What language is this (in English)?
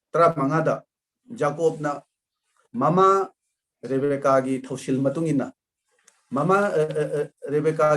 Manipuri